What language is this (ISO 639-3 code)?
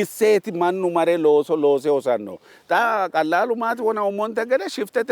sid